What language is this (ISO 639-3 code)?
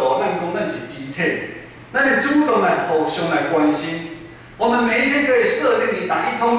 nan